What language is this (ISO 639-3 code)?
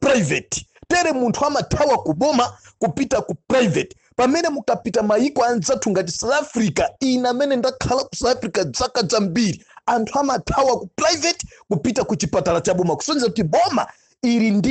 nya